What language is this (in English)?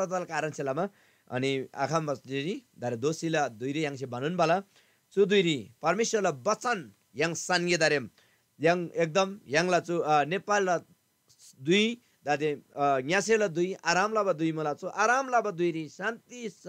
Eastern Tamang